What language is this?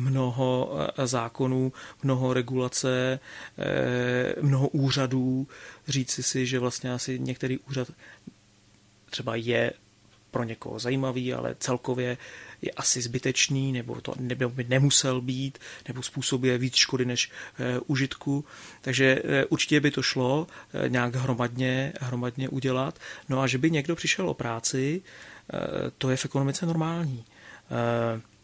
Czech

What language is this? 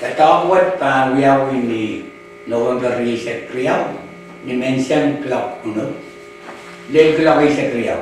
Pohnpeian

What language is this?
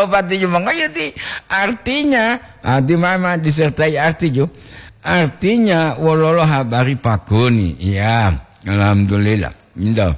Gorontalo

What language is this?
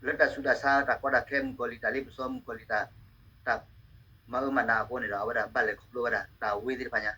S'gaw Karen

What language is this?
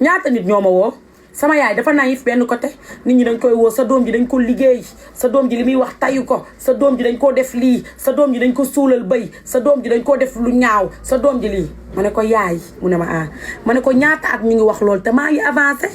Wolof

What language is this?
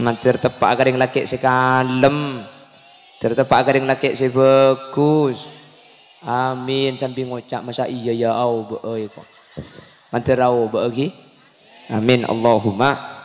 Madurese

